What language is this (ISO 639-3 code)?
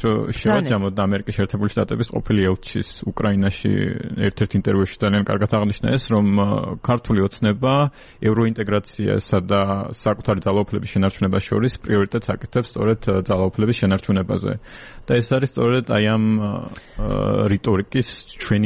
kat